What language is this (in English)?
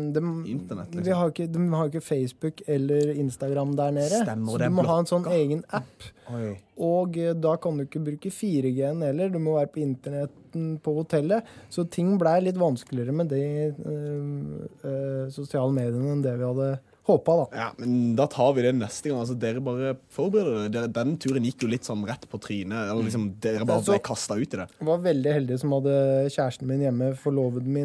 Norwegian